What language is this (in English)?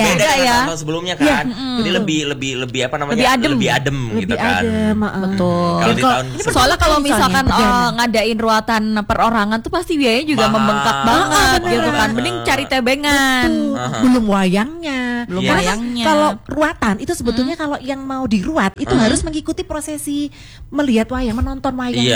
Indonesian